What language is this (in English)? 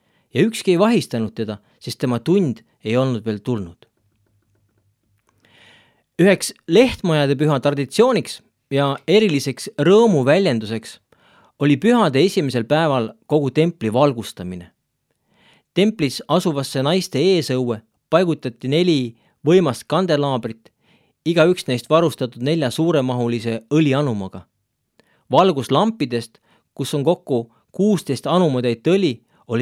Estonian